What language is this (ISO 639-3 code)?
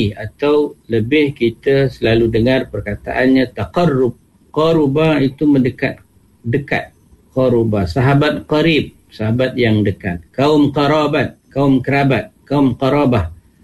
msa